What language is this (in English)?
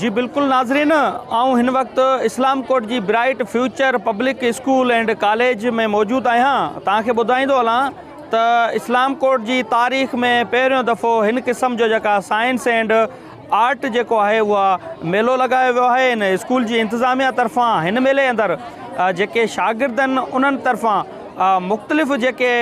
Sindhi